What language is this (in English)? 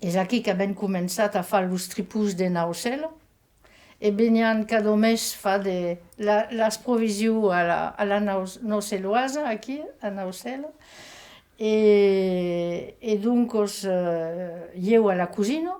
Occitan